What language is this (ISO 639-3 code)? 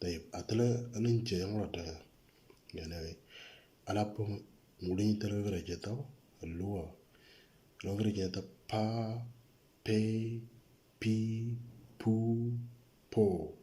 mor